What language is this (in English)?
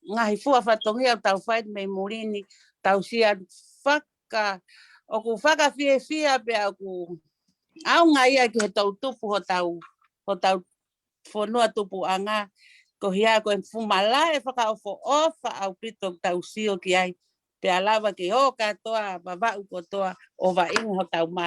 Tongan